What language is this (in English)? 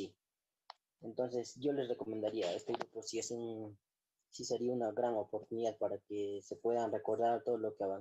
Spanish